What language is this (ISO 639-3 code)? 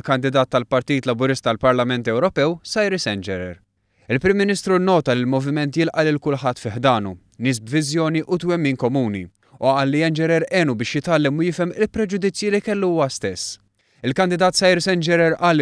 mlt